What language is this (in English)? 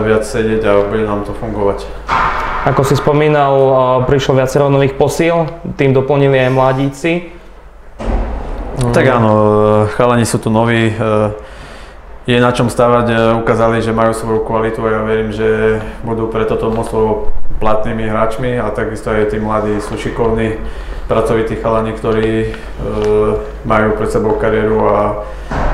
Slovak